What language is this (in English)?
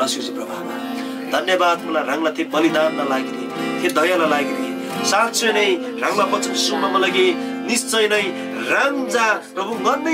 Eastern Tamang